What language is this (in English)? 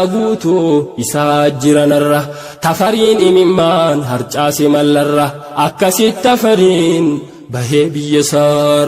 Oromo